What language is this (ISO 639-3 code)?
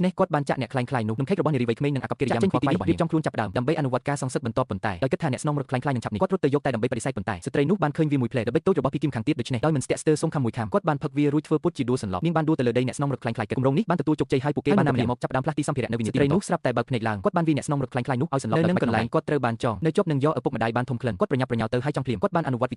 khm